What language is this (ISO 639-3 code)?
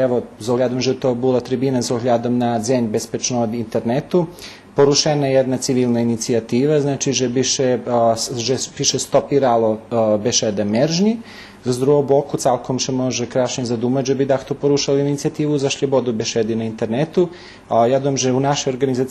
rue